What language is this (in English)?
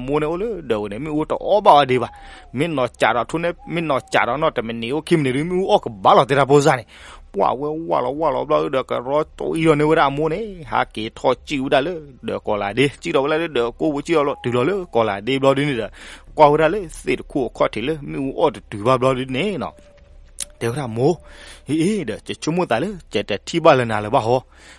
S'gaw Karen